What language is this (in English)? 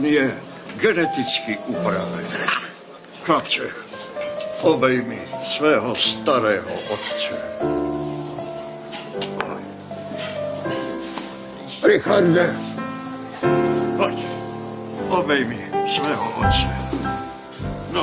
Czech